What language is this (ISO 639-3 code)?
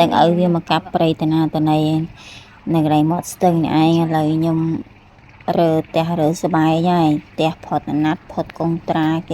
khm